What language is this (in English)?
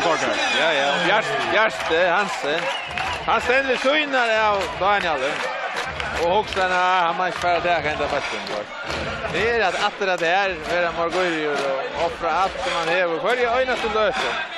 Faroese